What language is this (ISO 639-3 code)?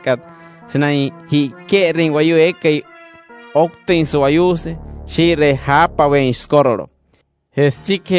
guc